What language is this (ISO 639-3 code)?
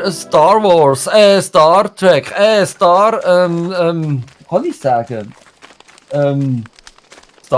gsw